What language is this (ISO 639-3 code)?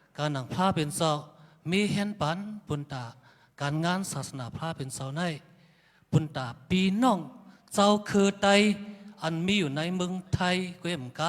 shn